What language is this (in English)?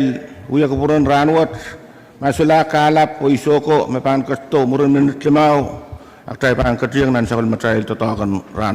Pohnpeian